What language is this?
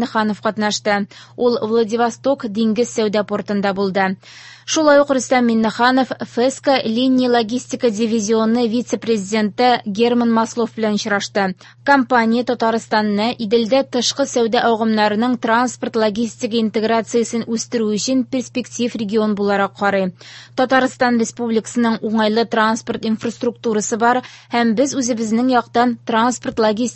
Tatar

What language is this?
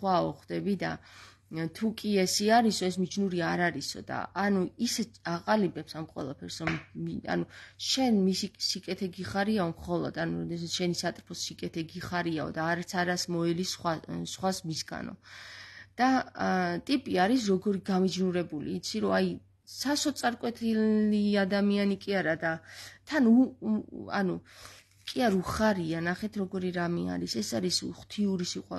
Georgian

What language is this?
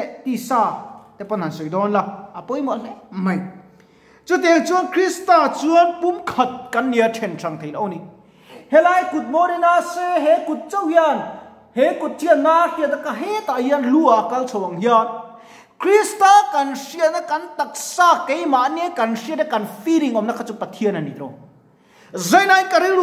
Mizo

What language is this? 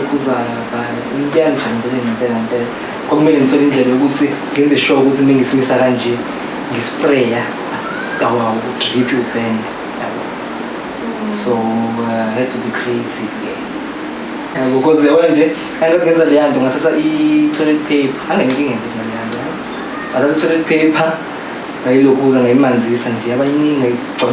Zulu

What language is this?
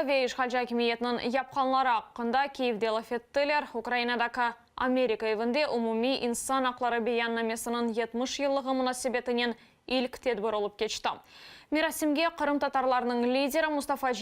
Crimean Tatar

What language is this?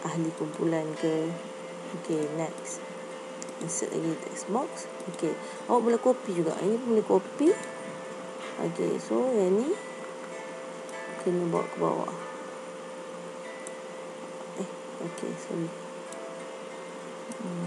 Malay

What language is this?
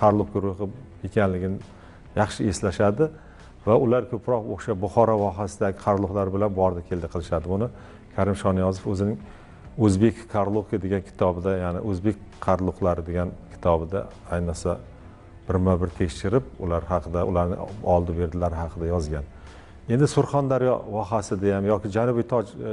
Uzbek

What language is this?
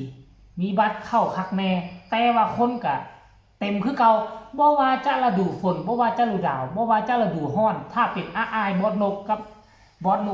Lao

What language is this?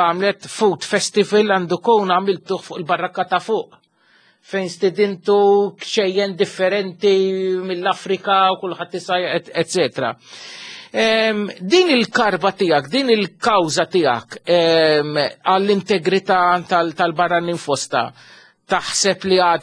Maltese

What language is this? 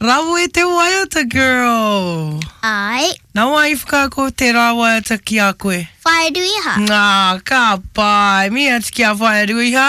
Māori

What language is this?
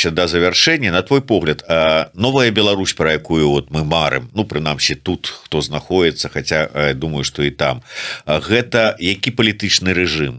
Belarusian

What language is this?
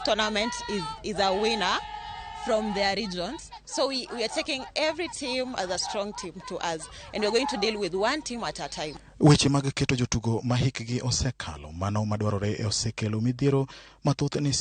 Luo (Kenya and Tanzania)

